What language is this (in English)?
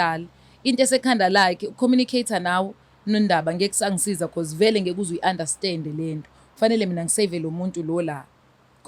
Zulu